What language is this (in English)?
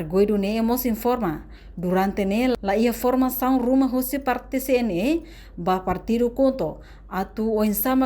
Tetum